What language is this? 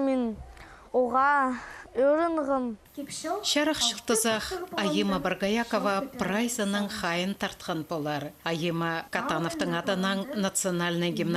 Khakas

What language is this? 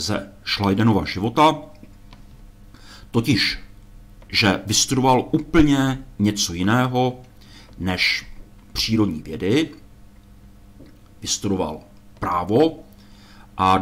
Czech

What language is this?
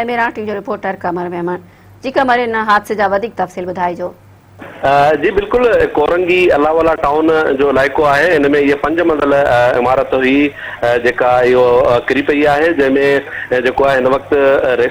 Sindhi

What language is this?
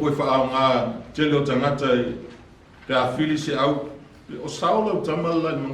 Samoan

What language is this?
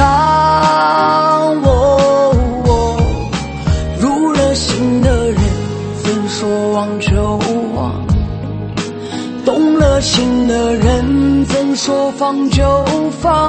Chinese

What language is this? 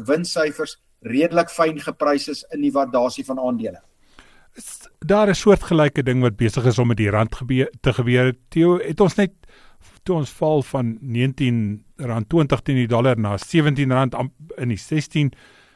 Afrikaans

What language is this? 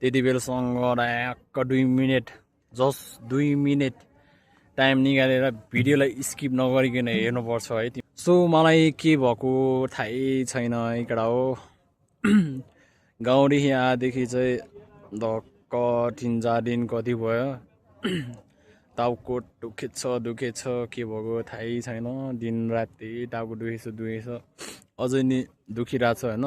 Nepali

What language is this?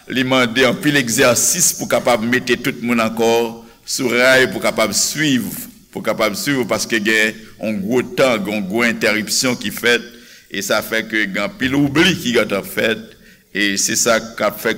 Haitian Creole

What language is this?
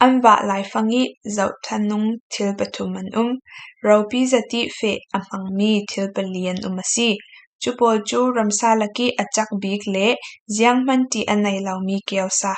Falam Chin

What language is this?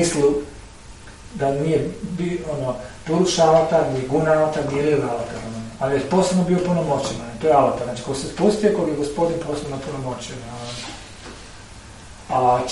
Croatian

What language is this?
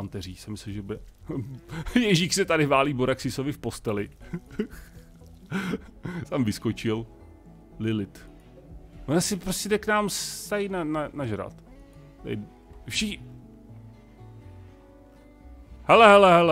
Czech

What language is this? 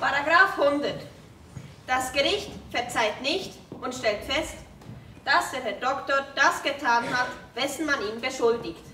Swiss German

